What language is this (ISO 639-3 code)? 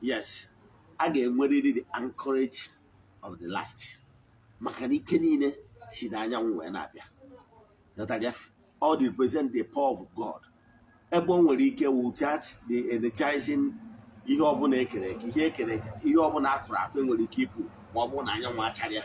ibo